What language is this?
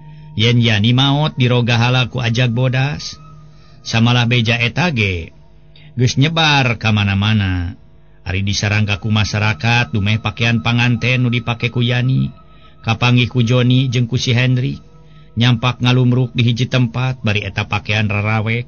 Sundanese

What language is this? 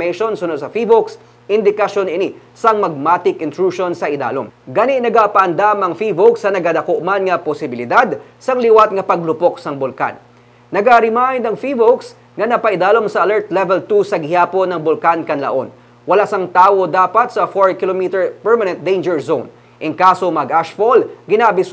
Hiligaynon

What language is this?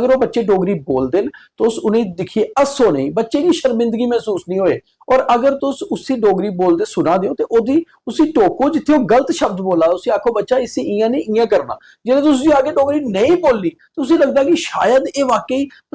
Dogri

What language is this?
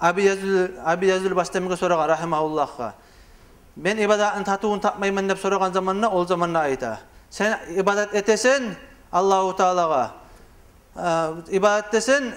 Kumyk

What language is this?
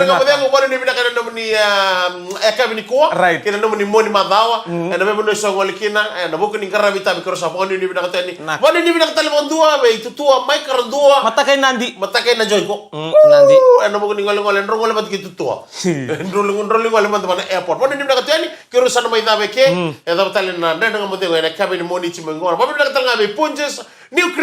Fijian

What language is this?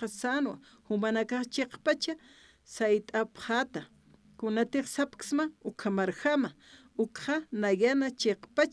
Aymara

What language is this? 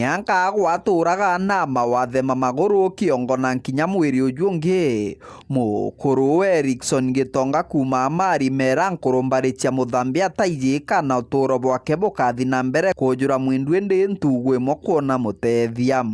Meru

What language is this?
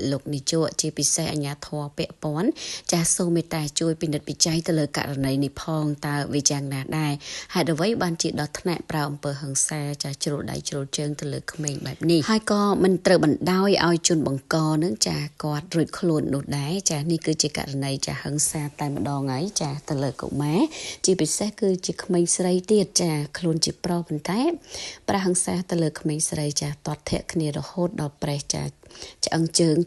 Khmer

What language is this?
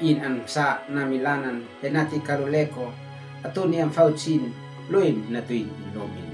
Uab Meto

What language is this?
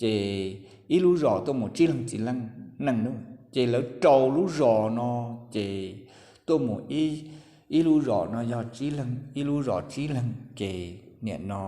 Hmong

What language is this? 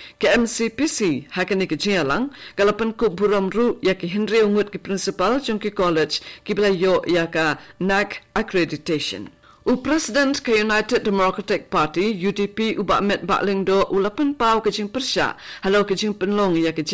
Khasi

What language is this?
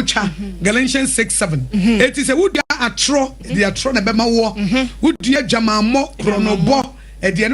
Akan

